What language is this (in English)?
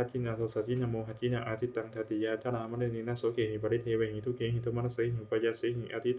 Pali